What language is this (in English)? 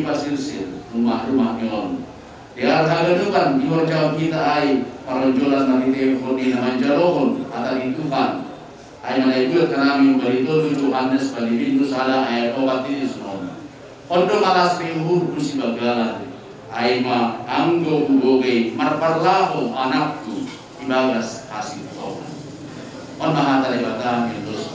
Batak Simalungun